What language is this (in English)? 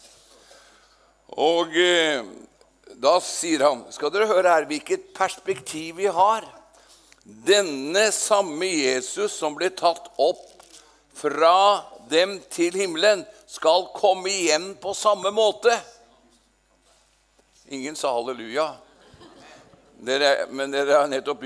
Norwegian